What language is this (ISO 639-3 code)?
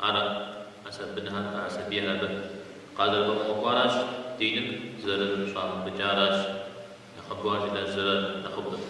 kbd